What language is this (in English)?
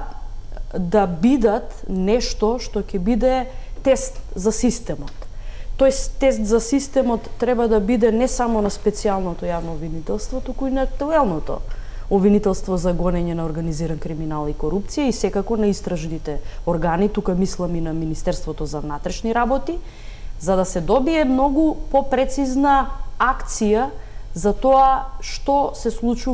Macedonian